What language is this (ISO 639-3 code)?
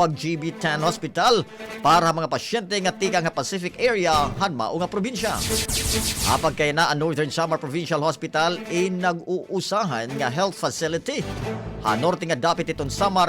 war